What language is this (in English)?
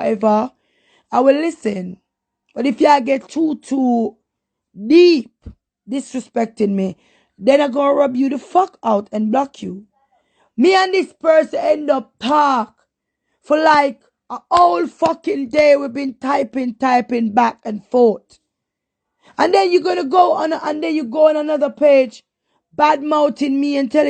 Jamaican Creole English